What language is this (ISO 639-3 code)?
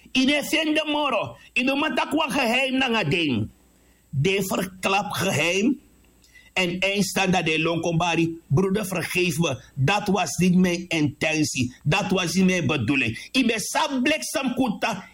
srn